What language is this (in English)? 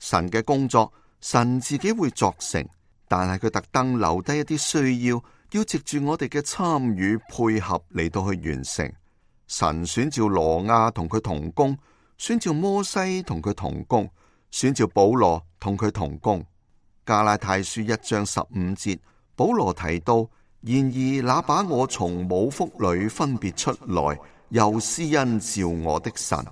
Cantonese